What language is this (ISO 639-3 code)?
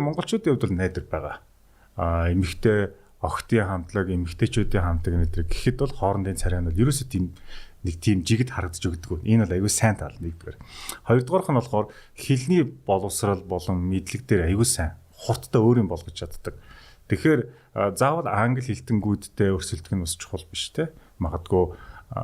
mon